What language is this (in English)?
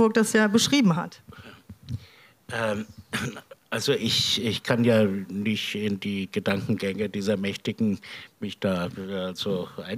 German